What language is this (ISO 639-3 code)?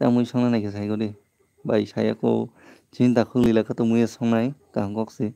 trp